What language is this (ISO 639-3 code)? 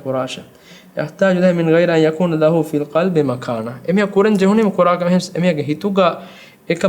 div